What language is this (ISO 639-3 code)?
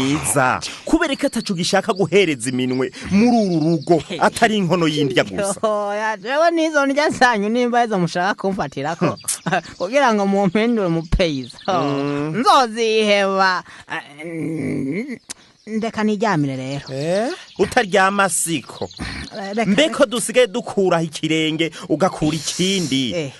run